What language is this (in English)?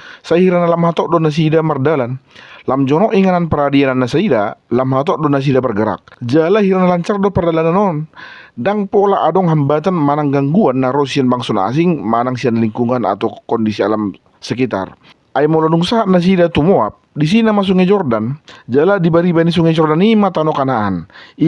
Batak Toba